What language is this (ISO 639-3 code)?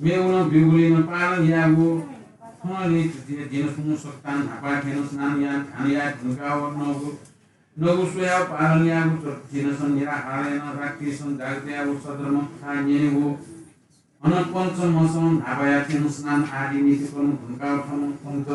new